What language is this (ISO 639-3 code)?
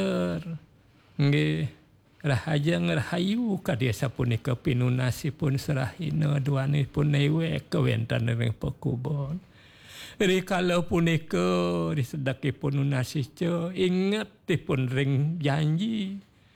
ban